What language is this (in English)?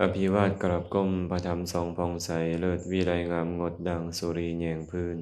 Lao